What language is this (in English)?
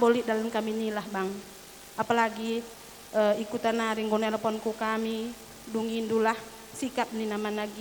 Batak Karo